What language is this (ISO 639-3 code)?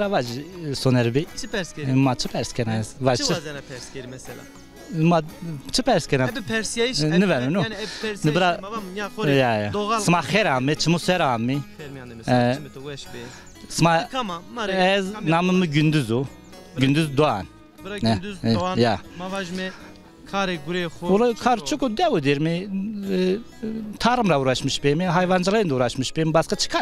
zza